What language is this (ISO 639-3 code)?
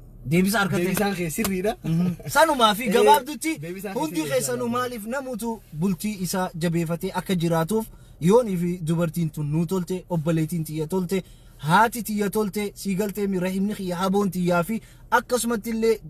orm